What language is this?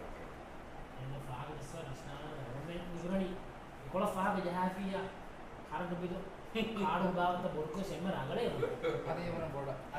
Divehi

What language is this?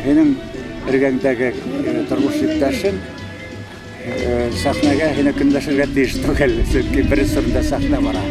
Bashkir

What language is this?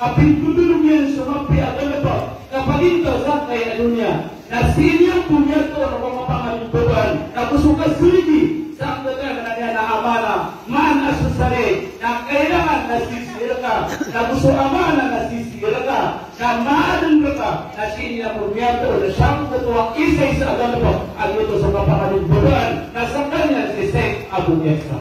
Maranao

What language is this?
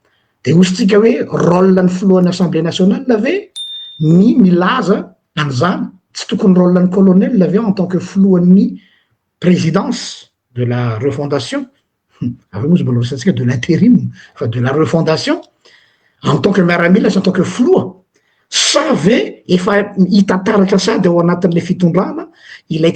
Malagasy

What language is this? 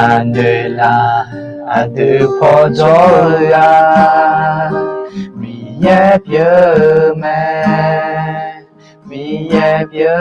Akha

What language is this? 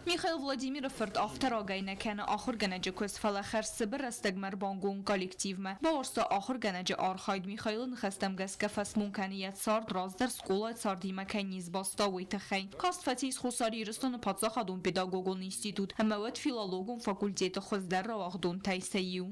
Ossetic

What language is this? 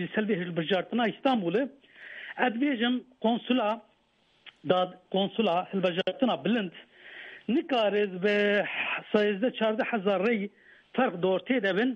Kurdish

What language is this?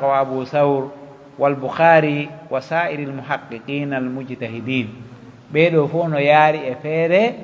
Pular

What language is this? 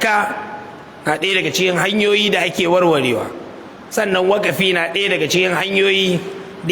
Hausa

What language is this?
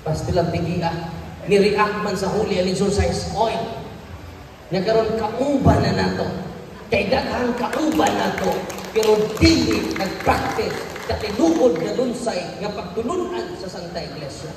Cebuano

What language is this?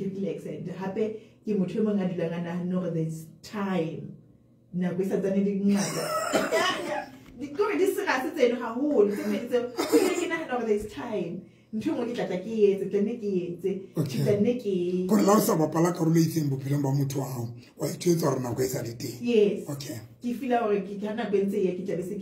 Southern Sotho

